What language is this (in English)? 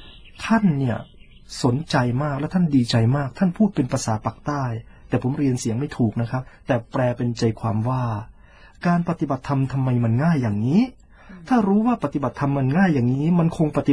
Thai